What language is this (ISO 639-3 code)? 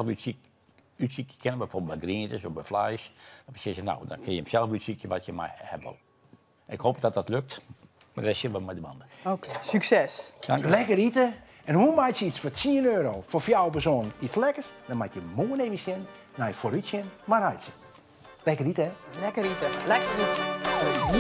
fry